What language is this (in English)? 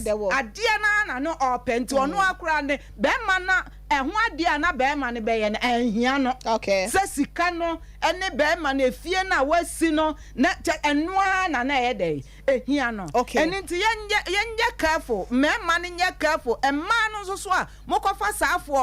Akan